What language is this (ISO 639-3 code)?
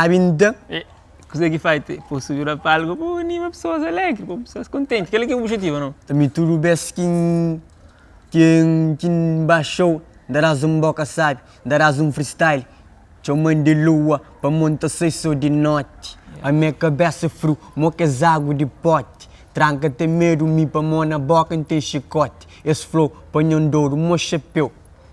kea